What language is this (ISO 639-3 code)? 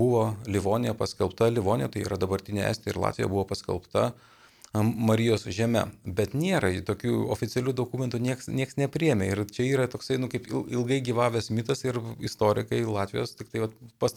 lit